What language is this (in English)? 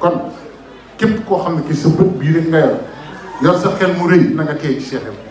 Wolof